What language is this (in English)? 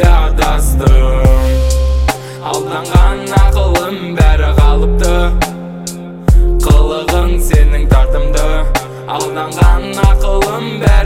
Kazakh